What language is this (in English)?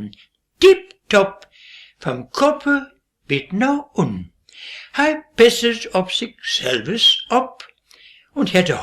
Westphalien